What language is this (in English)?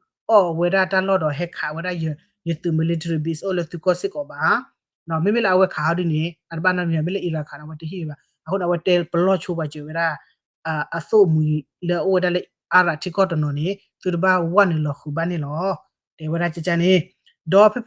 S'gaw Karen